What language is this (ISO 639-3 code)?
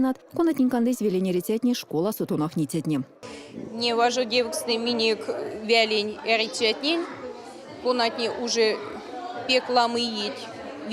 myv